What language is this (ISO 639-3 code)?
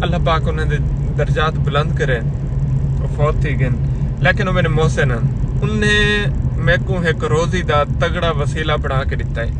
skr